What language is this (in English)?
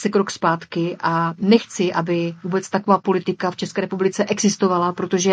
Czech